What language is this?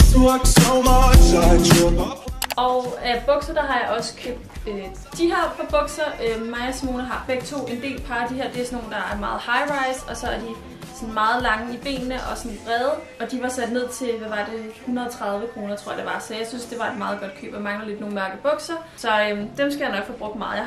Danish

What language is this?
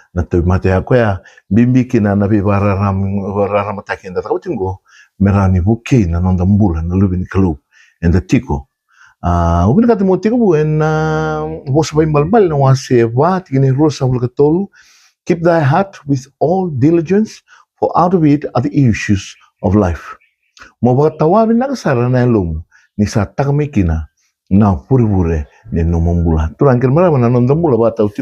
Fijian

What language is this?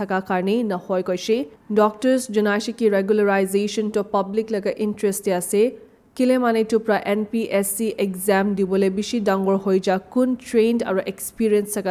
Naga Pidgin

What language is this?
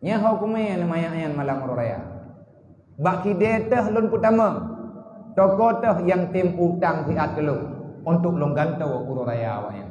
Achinese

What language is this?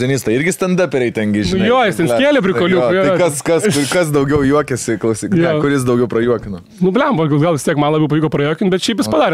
Lithuanian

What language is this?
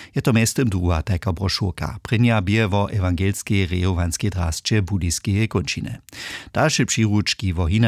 Upper Sorbian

